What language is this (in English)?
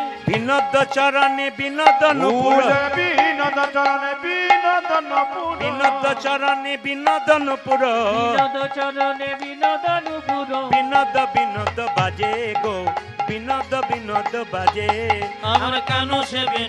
Bangla